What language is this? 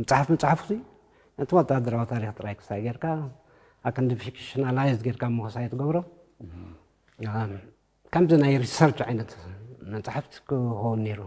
Tigrinya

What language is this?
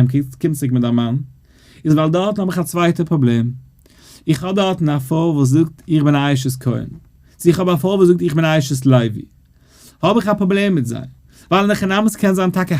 Yiddish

